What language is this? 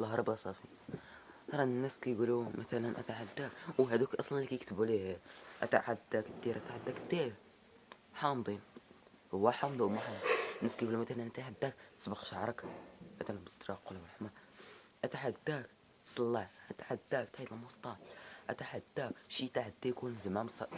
Moroccan Arabic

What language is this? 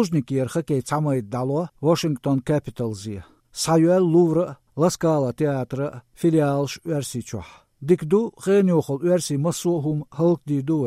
Chechen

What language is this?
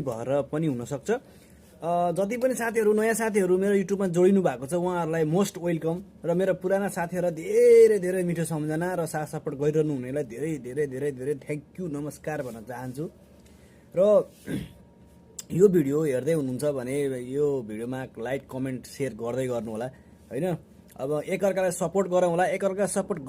Nepali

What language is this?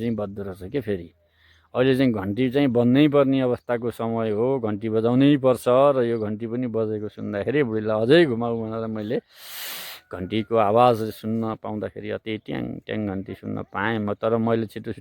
Nepali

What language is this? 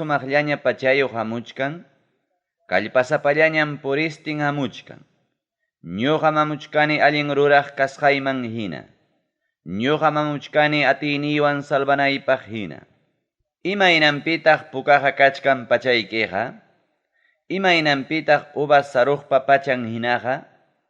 Ayacucho Quechua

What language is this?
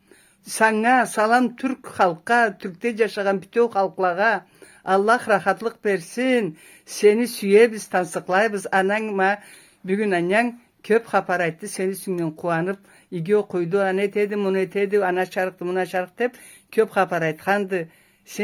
Karachay-Balkar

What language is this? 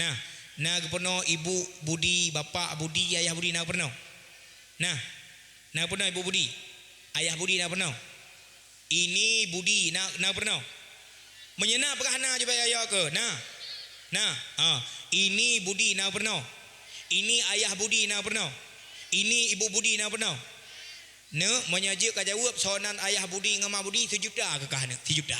Achinese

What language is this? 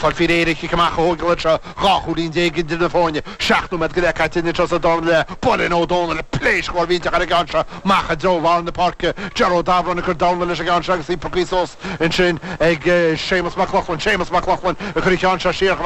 Irish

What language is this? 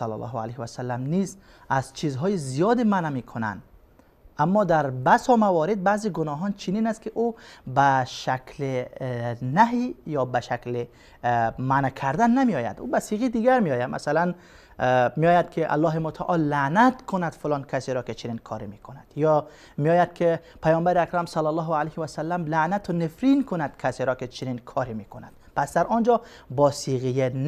Persian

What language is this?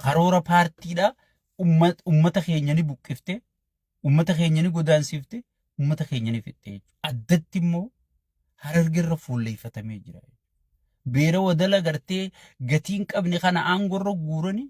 Oromo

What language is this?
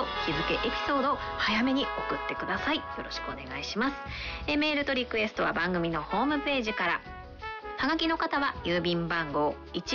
Japanese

